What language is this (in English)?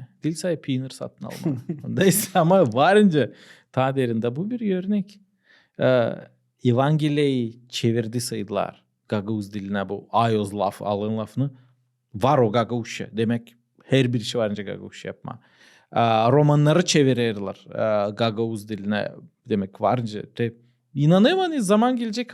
Gagauz